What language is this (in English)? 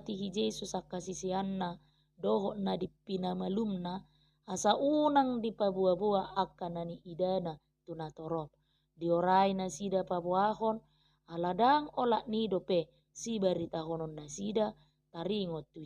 Batak Toba